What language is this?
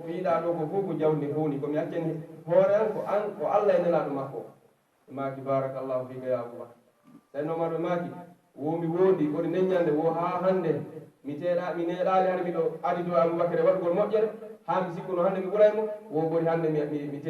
Pular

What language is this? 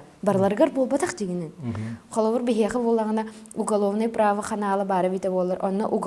Yakut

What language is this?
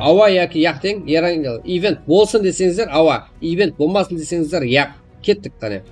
Kara-Kalpak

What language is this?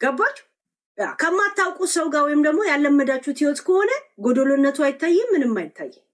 Amharic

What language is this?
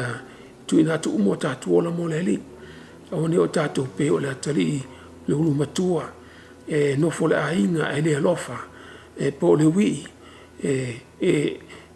Samoan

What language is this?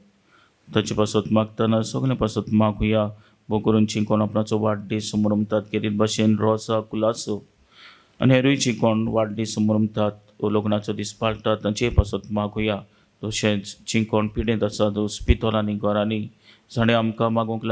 Konkani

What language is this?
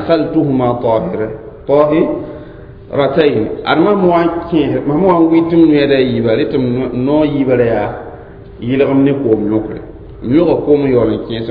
Mossi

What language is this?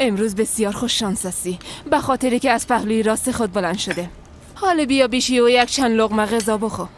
Persian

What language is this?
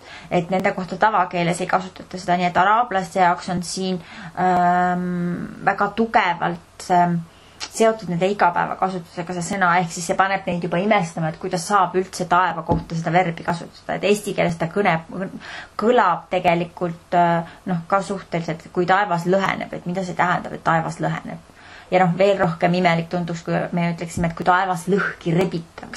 Estonian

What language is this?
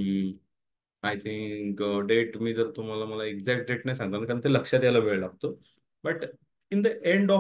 Marathi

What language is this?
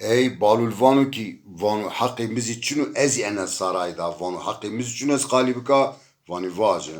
Zaza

